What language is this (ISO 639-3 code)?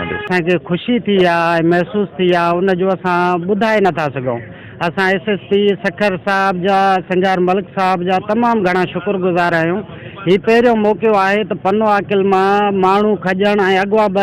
snd